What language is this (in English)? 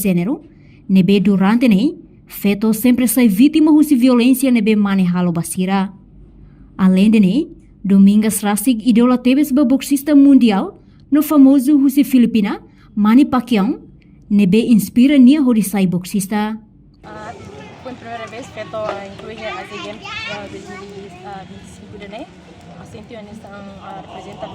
Tetum